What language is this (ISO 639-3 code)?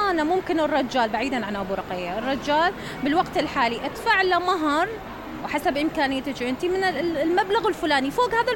acm